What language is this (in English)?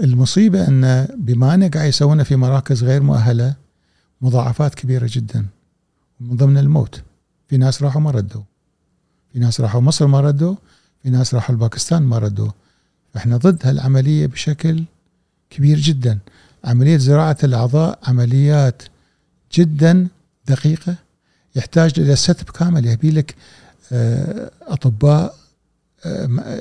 Gulf Arabic